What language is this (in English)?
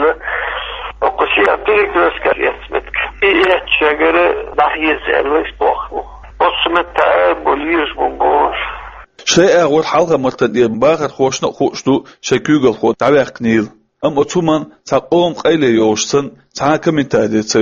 Chechen